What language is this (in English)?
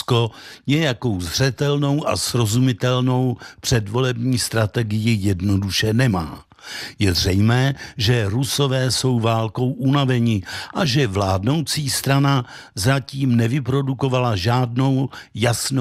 Czech